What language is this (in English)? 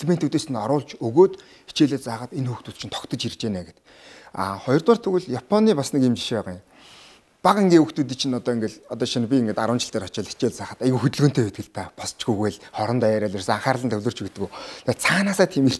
Mongolian